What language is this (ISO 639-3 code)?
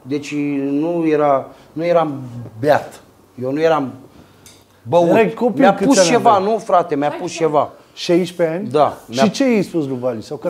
ron